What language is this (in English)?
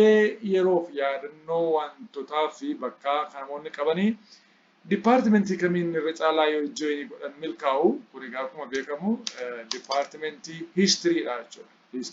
Oromo